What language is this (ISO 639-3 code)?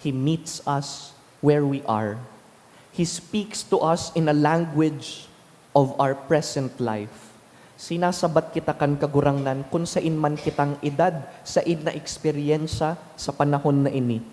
bik